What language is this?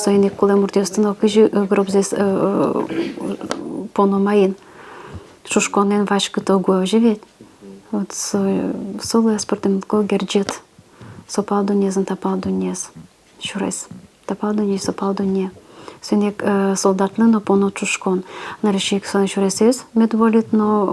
Udmurt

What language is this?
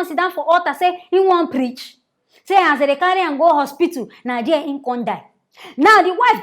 Nigerian Pidgin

